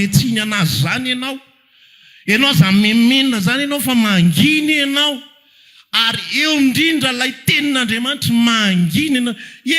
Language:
Malagasy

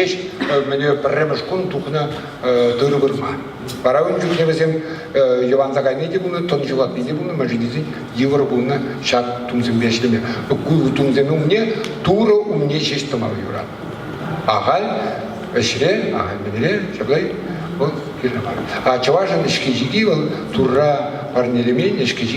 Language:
Chuvash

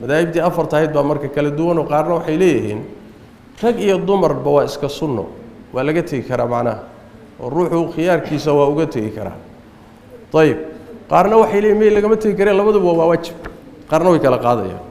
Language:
Somali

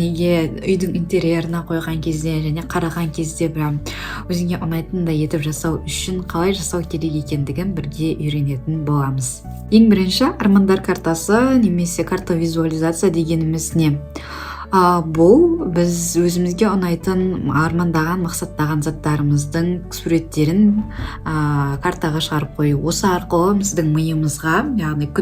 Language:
Kazakh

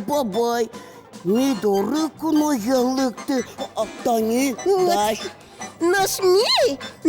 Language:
Udmurt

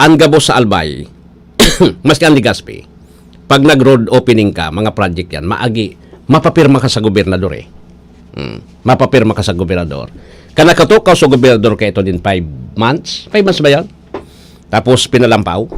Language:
Bikol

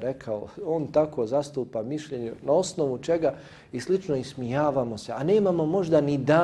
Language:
Bosnian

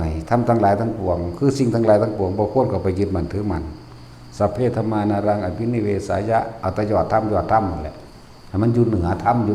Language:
Northeastern Thai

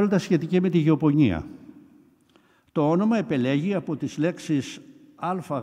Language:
Greek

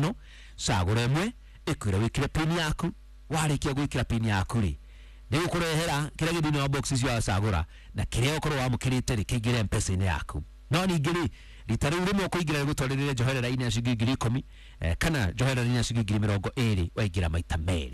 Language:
Kikuyu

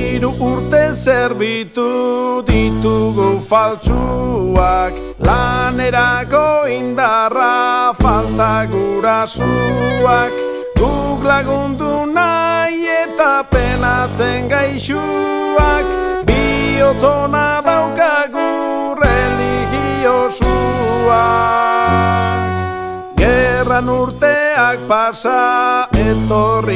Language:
Basque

